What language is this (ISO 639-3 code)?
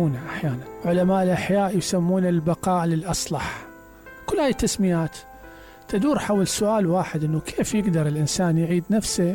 acm